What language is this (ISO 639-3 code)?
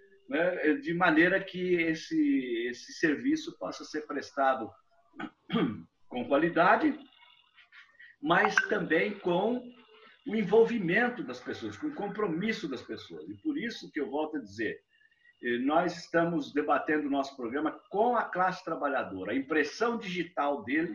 por